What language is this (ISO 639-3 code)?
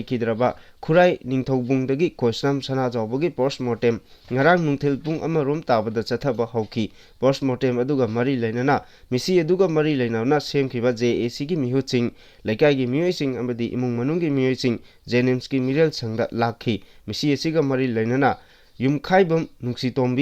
mni